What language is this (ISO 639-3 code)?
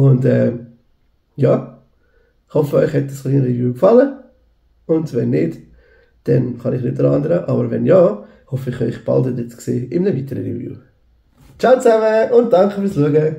gsw